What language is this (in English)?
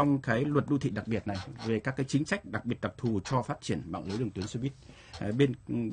Vietnamese